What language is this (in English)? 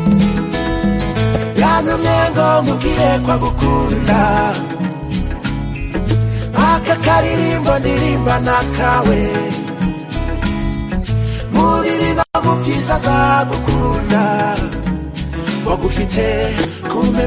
Kinyarwanda